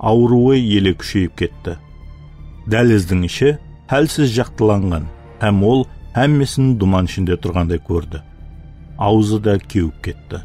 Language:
Kara-Kalpak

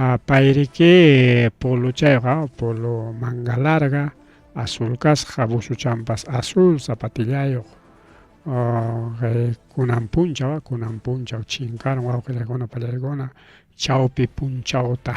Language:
Ayacucho Quechua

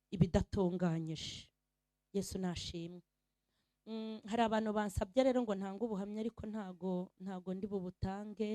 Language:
Kinyarwanda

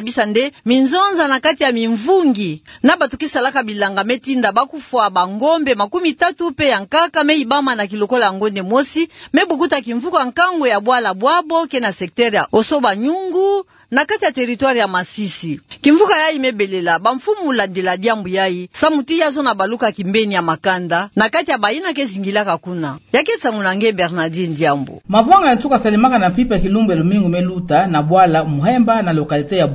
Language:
Kituba (Democratic Republic of Congo)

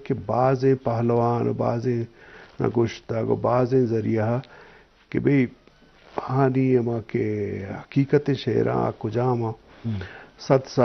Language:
Eastern Balochi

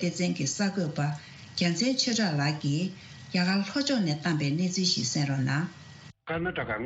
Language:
Tibetan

